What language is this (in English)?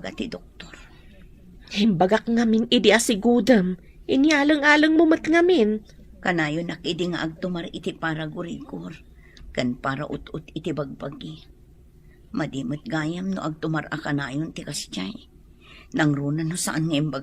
Iloko